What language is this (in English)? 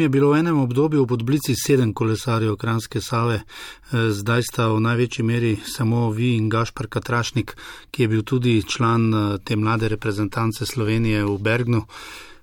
Slovenian